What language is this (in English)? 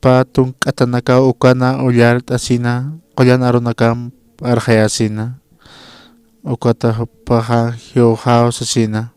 Aymara